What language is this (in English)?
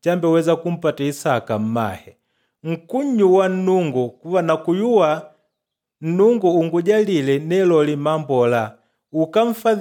Makonde